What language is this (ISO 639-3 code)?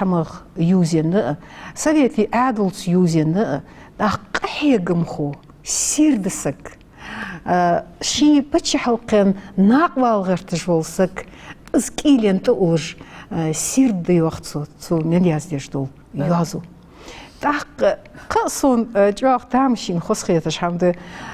inh